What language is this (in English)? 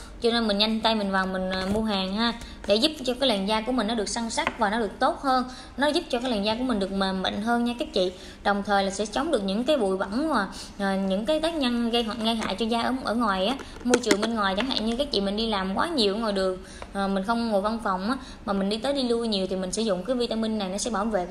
Vietnamese